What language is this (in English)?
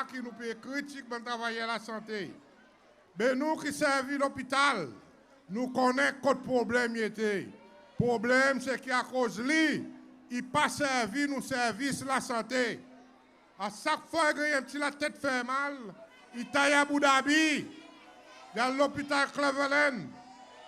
Seselwa Creole French